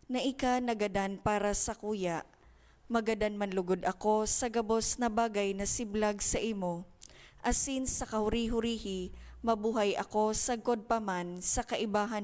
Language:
Bikol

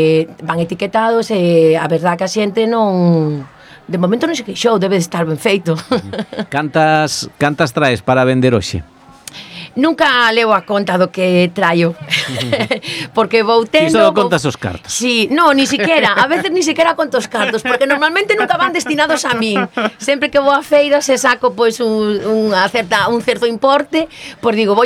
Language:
Galician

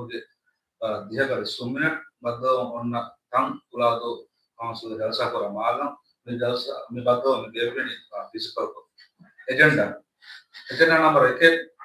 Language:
Divehi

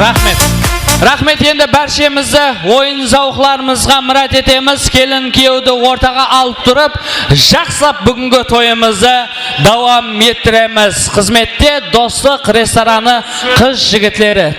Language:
Kara-Kalpak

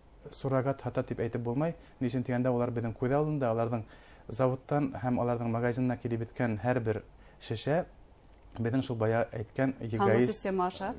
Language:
Bashkir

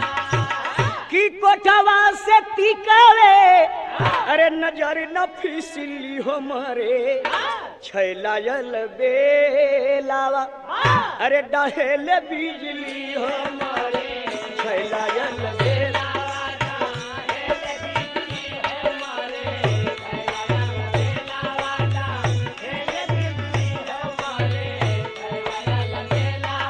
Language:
Bhojpuri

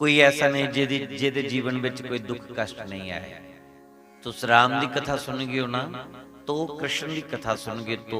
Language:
Dogri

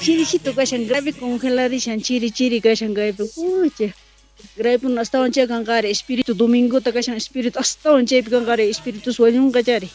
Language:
South Bolivian Quechua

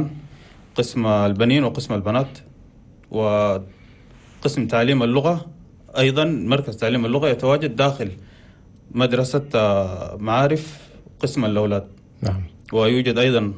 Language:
Chadian Arabic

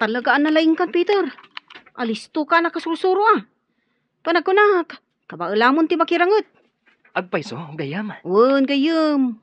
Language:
Iloko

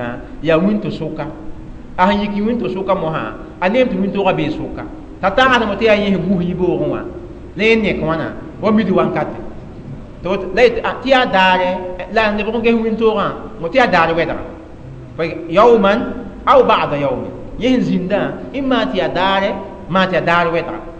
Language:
Mossi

